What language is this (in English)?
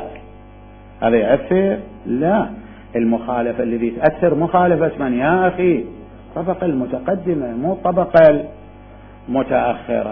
Mesopotamian Arabic